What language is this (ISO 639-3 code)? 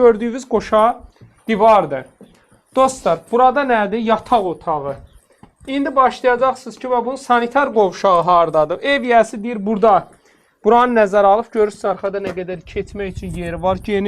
aze